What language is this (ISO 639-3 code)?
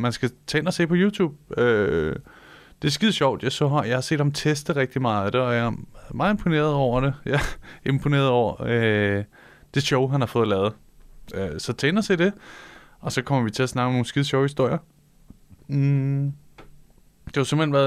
dan